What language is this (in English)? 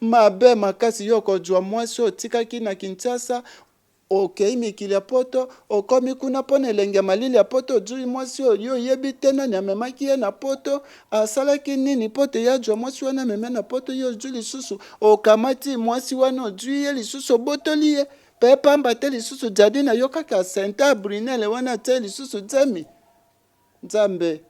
Lingala